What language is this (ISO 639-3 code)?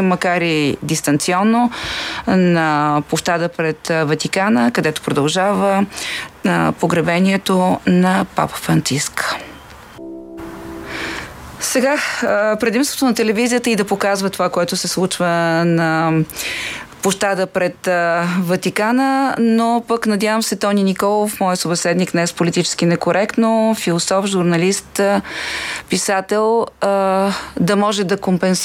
bul